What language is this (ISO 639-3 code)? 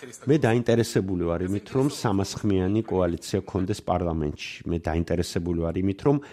kat